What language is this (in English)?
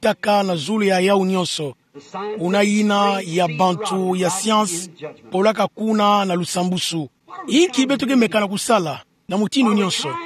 Kituba (Democratic Republic of Congo)